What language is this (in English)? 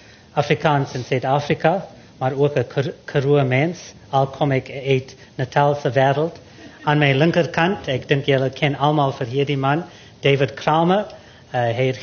Afrikaans